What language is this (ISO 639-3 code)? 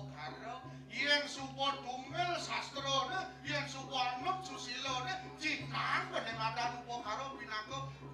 ban